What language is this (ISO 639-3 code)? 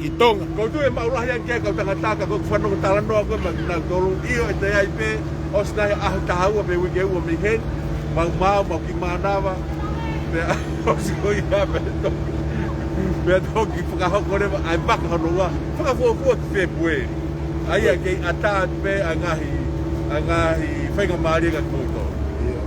ton